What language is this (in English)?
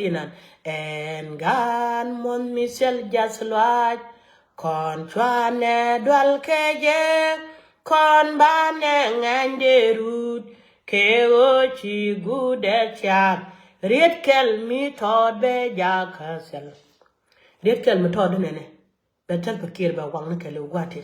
Nuer